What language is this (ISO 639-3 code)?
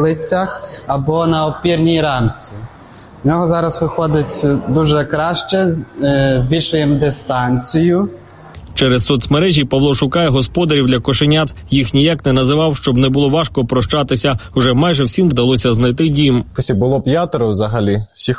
ukr